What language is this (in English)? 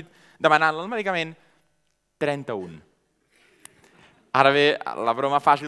Catalan